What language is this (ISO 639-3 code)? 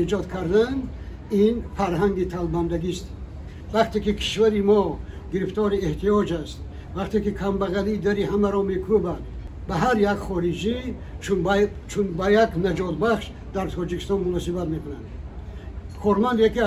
tgk